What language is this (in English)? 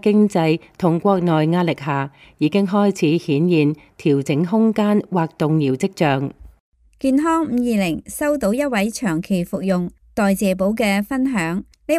Cantonese